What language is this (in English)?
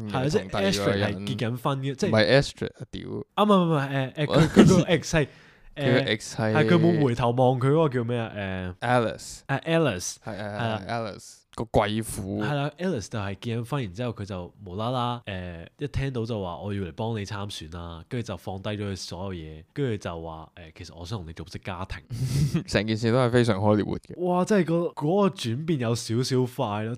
Cantonese